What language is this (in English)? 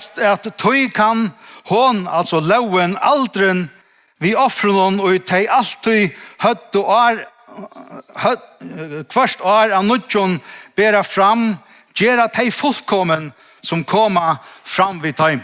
Faroese